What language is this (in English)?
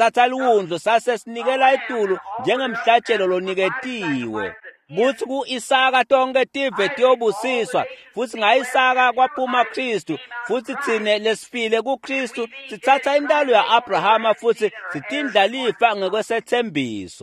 Swati